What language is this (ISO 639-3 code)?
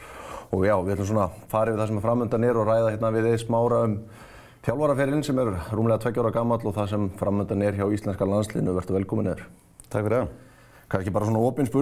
isl